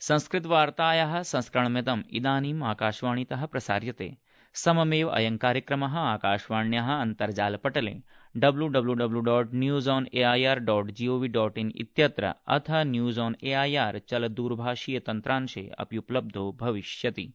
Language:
Sanskrit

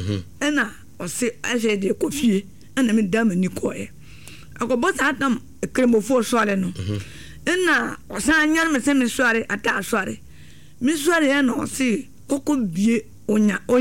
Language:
Akan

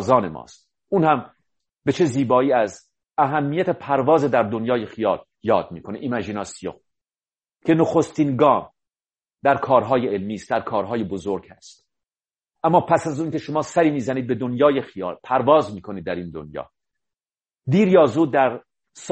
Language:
Persian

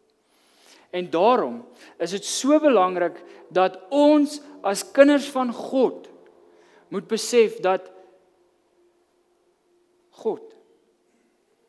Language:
Afrikaans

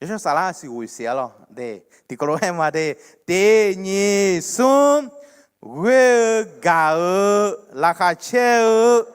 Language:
Akha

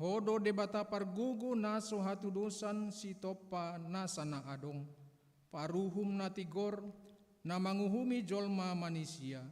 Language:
Batak Toba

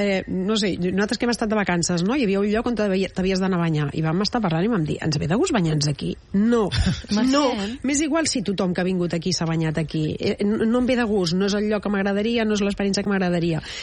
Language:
Catalan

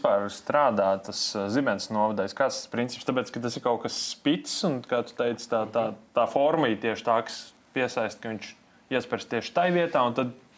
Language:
Latvian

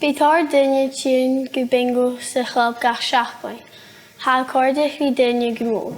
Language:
Scottish Gaelic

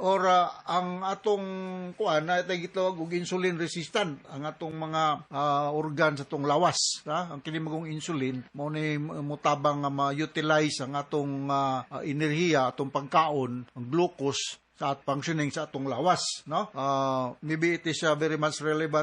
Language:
Cebuano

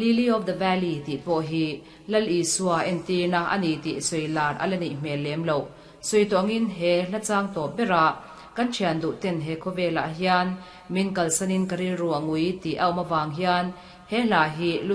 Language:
Mizo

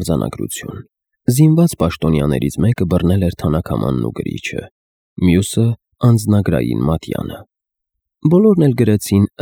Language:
Armenian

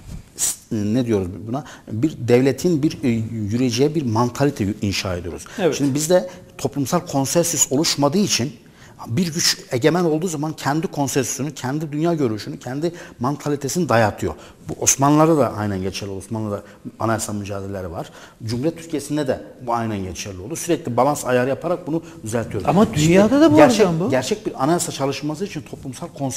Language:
Turkish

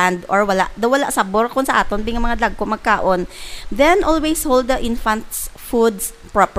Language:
Hiligaynon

